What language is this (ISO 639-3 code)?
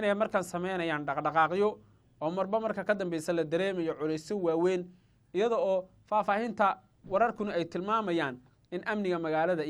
som